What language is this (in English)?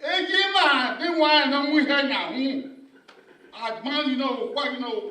Bini